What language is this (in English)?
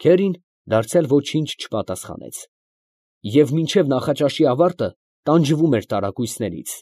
Armenian